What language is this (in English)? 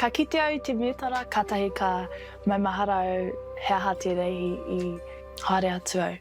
Māori